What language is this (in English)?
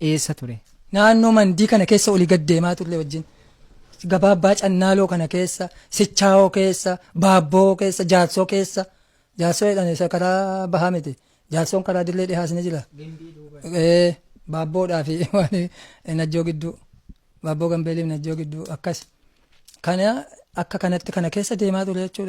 Oromo